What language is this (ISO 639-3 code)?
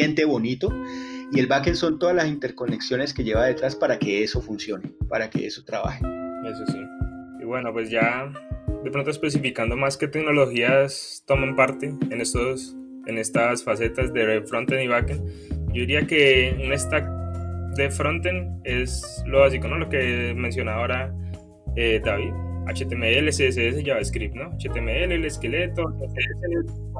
spa